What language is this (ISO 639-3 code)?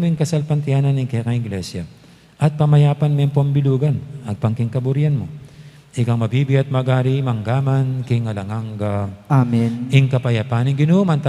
pam